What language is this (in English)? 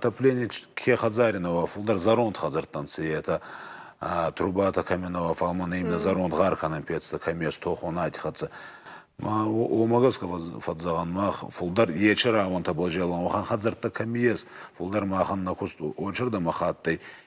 Ossetic